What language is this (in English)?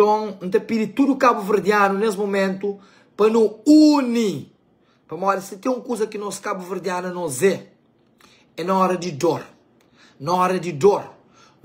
Kabuverdianu